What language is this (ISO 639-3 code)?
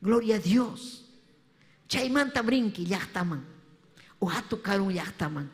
quy